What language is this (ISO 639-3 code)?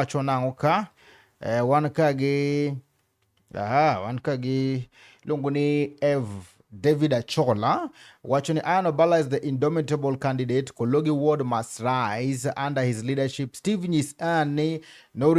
luo